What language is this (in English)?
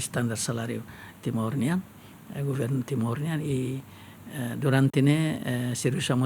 Tetum